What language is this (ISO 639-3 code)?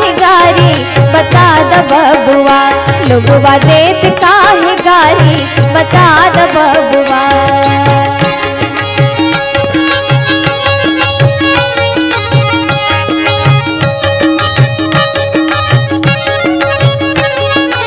bho